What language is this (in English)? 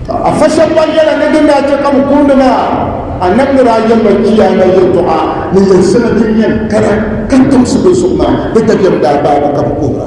Dagbani